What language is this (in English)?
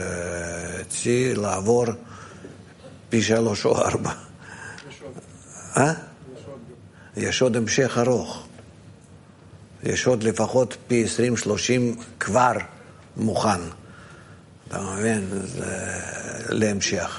Hebrew